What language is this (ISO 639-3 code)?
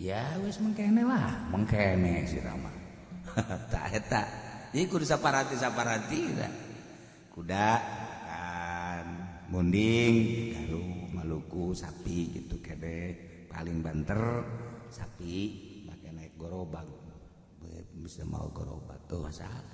sun